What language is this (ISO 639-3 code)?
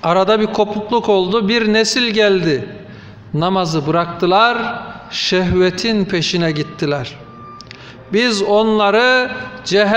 tur